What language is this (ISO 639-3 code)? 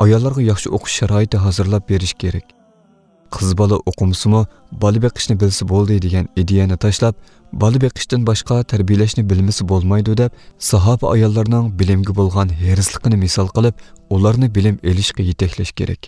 uig